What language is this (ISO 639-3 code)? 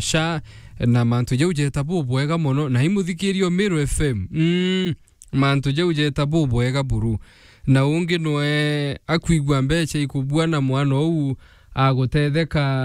mer